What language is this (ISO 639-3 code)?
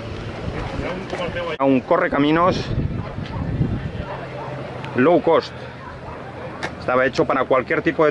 spa